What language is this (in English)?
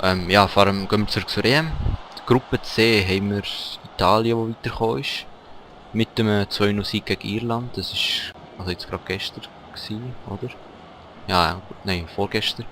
Swiss German